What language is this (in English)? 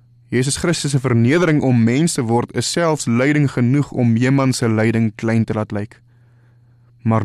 Afrikaans